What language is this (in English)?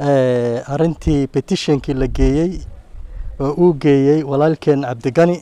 Somali